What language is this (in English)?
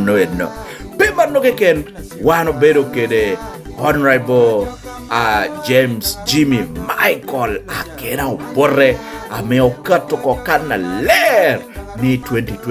Lango (Uganda)